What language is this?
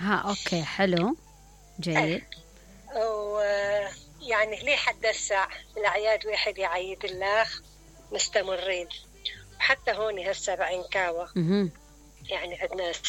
Mesopotamian Arabic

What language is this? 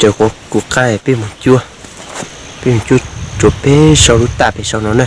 Hmong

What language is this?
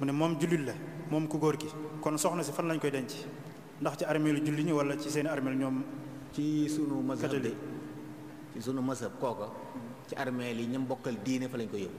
Wolof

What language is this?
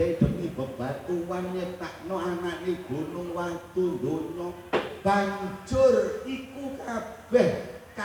Javanese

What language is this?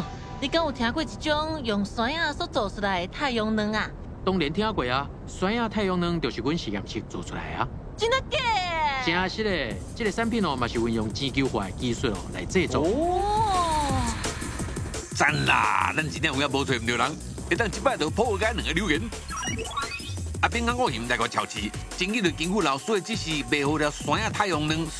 Min Nan Chinese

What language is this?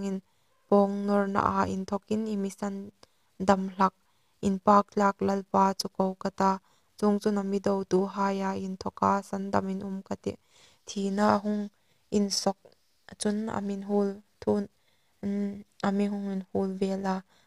Hmar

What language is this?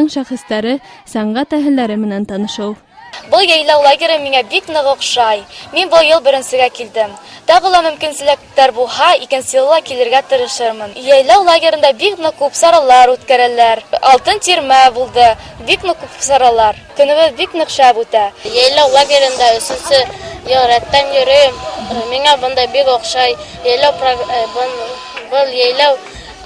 Bashkir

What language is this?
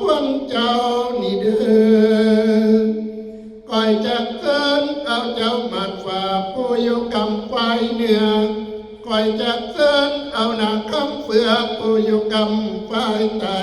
Northeastern Thai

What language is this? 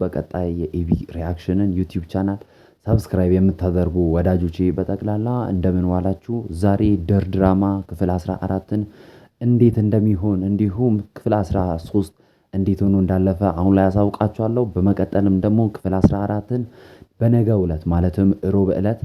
Amharic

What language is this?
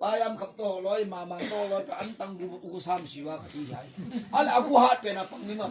Tedim Chin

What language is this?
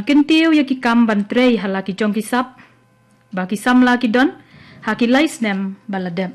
Khasi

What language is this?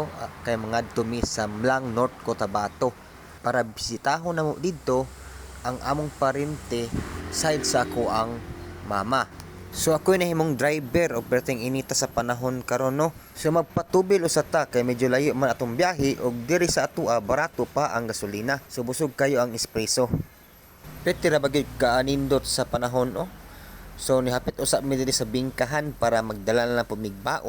Cebuano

